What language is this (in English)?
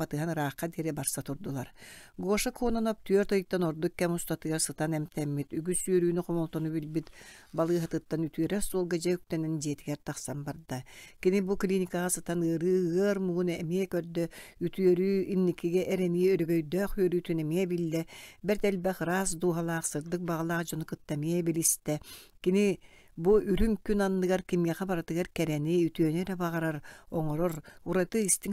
Yakut